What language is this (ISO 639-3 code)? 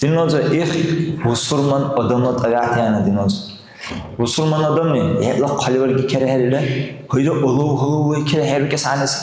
dar